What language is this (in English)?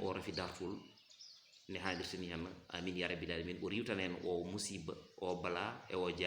Fula